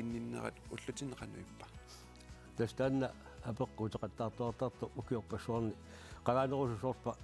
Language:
Kalaallisut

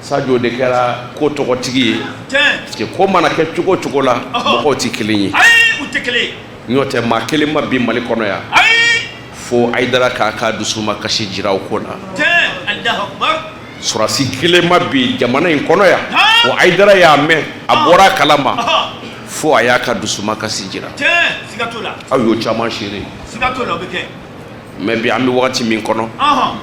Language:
Bambara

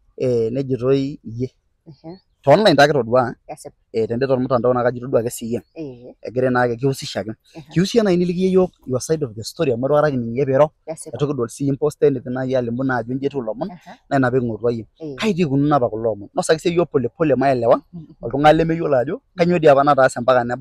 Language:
Masai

